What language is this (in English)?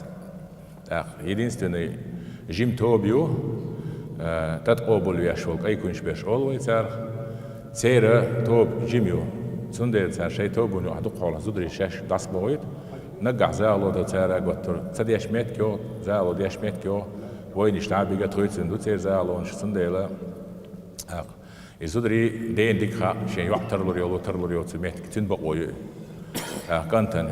Chechen